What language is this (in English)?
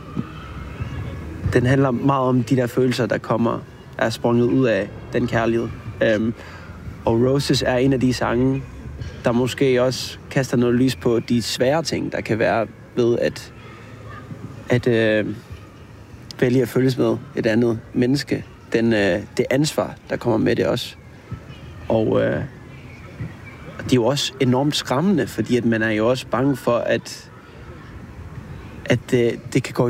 Danish